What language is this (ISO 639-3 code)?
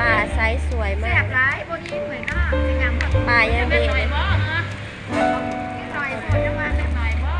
tts